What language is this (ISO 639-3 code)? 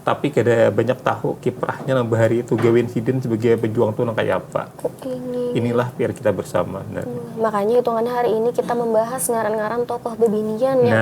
bjn